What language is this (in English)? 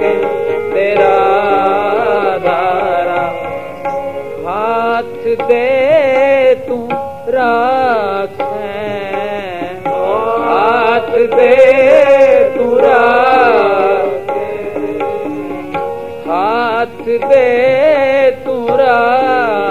Punjabi